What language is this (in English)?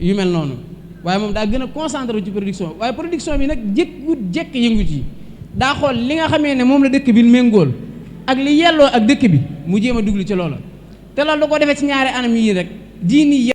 Wolof